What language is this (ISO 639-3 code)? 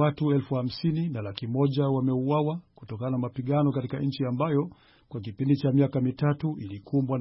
swa